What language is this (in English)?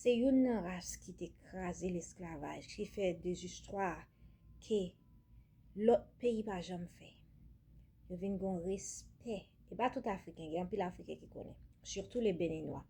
Haitian Creole